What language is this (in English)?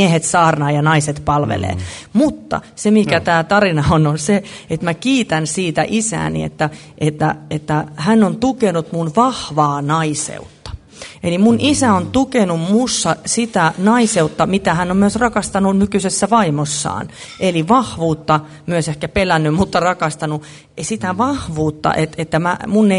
Finnish